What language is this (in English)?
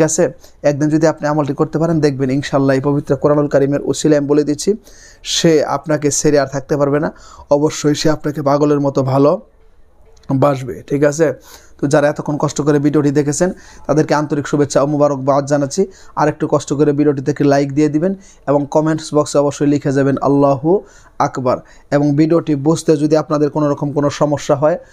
Bangla